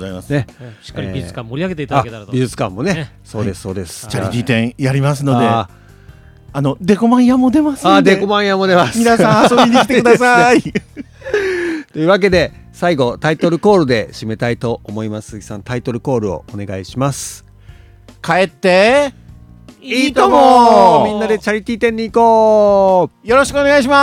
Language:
Japanese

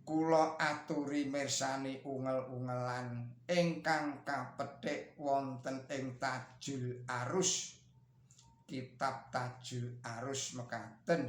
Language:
Javanese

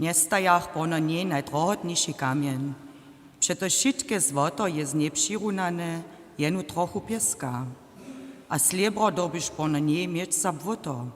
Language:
Upper Sorbian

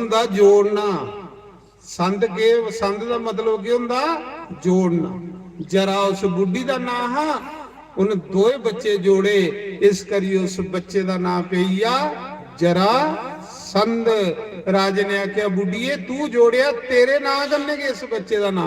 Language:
Dogri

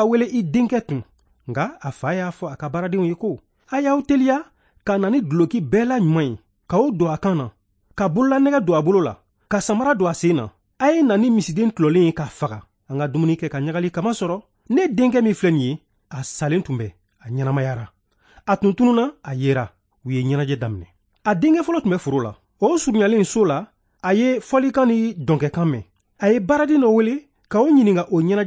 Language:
Bambara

